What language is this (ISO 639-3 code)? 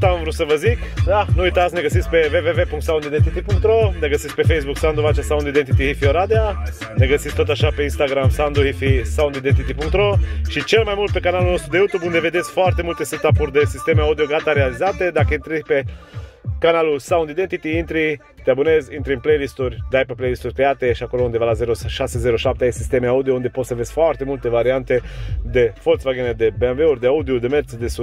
ron